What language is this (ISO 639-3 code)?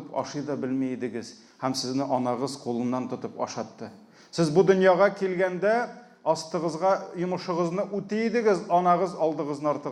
tat